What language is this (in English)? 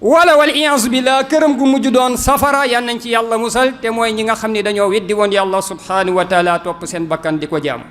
Wolof